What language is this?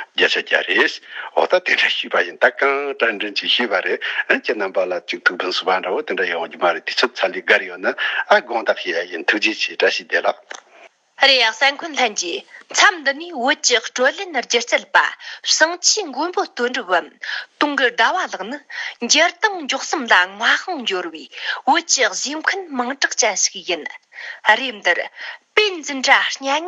Tibetan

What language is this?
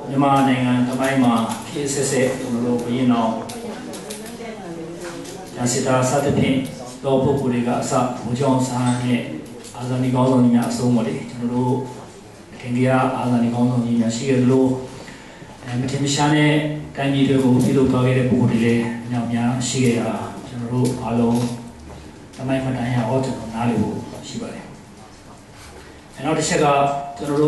Burmese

